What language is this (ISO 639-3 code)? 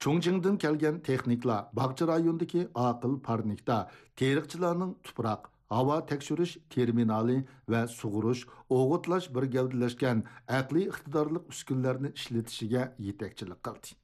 uig